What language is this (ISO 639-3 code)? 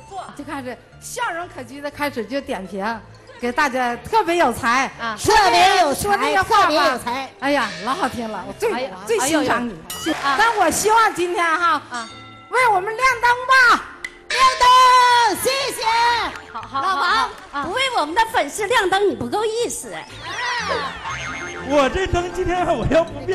zho